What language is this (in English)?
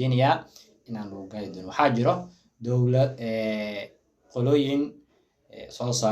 Somali